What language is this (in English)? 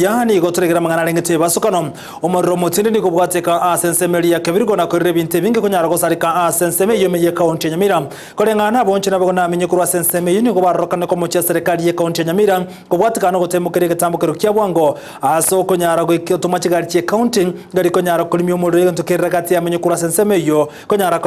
Gusii